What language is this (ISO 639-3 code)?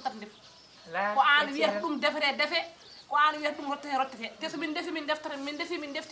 ful